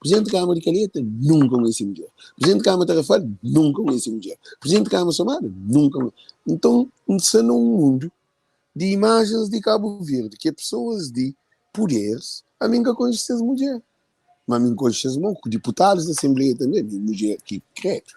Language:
Kabuverdianu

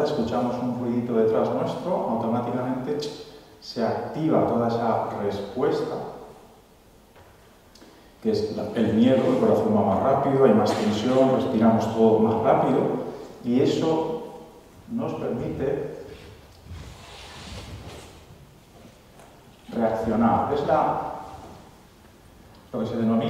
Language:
Spanish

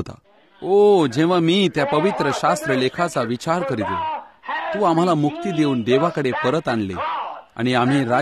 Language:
Marathi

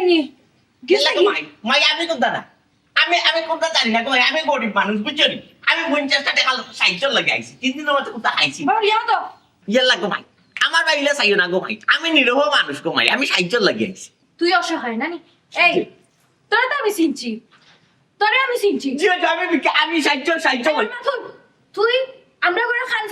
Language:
Sylheti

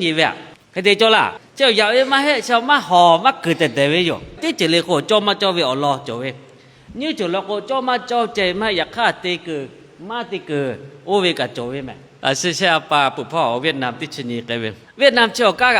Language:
Lahu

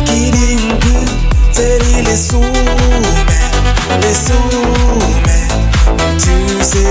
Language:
Tswana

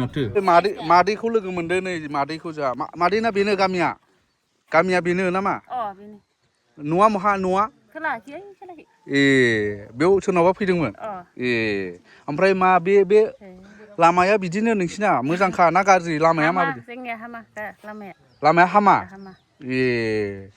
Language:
Bodo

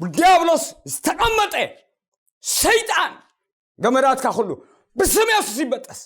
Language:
Tigrinya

